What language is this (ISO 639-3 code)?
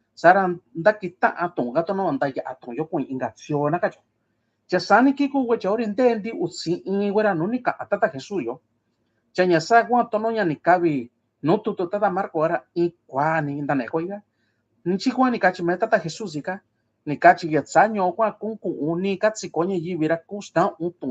mix